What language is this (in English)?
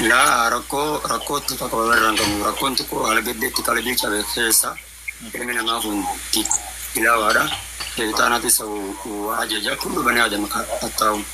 Oromo